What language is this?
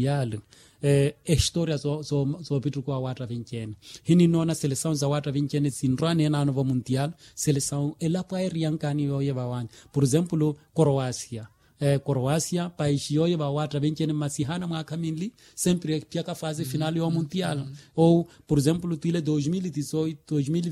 Makhuwa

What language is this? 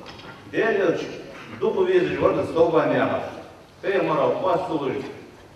Ingush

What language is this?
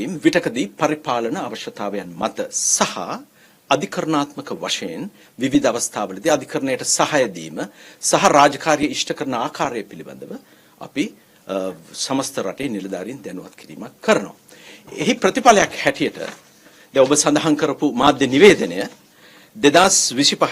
Sinhala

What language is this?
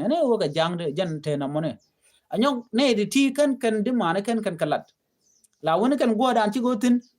Nuer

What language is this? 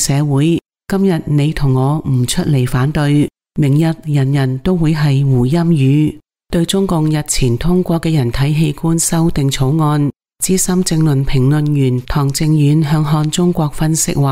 Cantonese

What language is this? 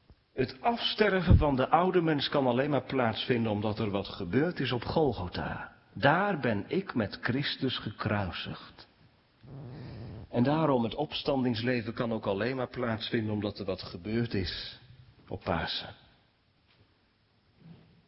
Dutch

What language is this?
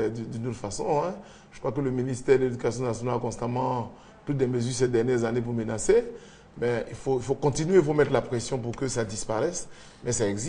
French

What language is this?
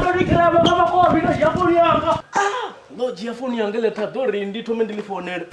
Venda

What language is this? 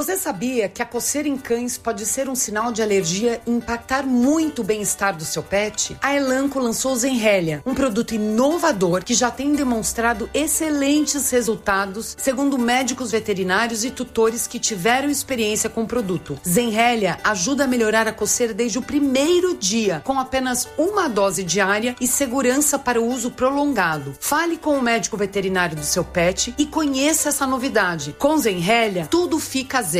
Portuguese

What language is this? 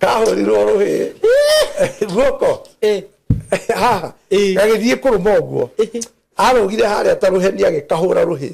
Kikuyu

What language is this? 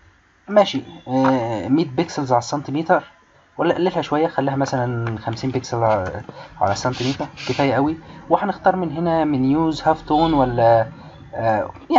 Egyptian Arabic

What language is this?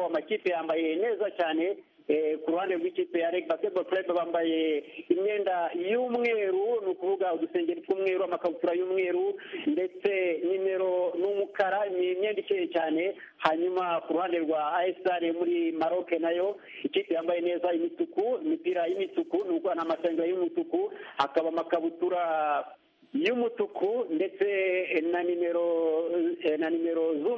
Kinyarwanda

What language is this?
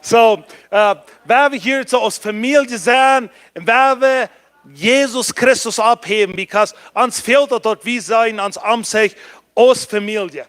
Plautdietsch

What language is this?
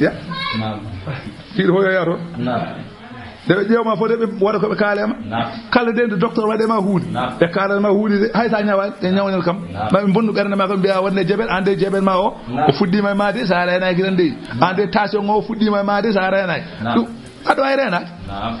Fula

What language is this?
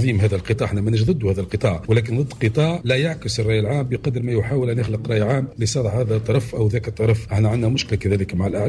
Tunisian Arabic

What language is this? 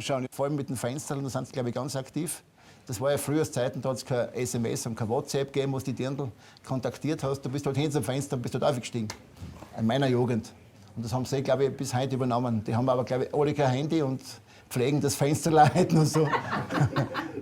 Bavarian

